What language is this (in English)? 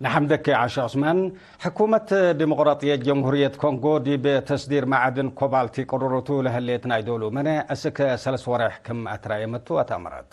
Tigre